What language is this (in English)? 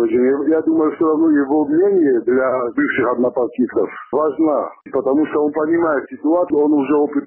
Russian